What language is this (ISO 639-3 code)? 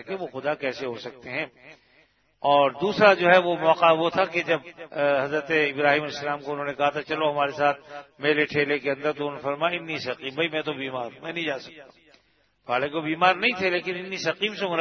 urd